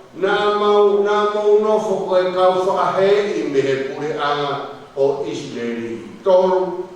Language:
Tongan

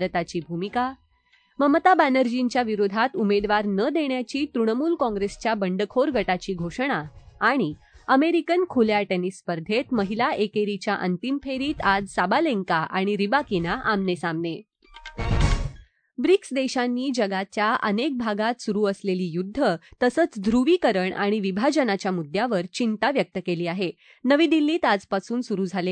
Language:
Marathi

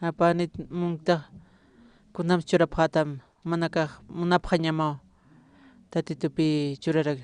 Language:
Aymara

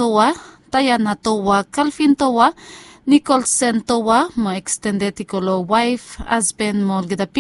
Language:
Bislama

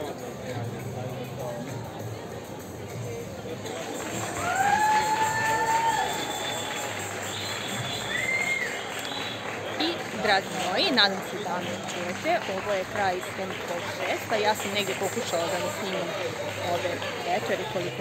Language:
Serbian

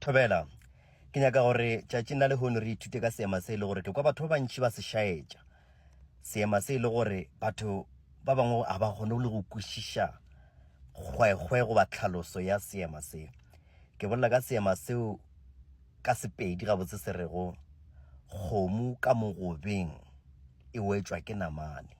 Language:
Northern Sotho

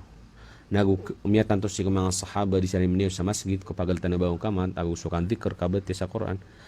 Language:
Maranao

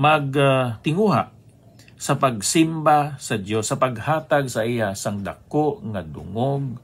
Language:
Hiligaynon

